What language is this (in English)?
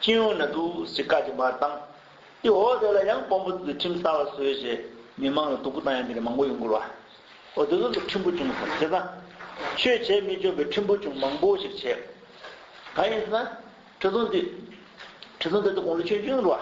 Tibetan